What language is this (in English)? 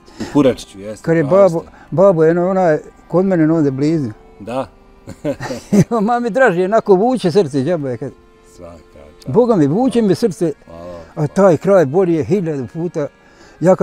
Bosnian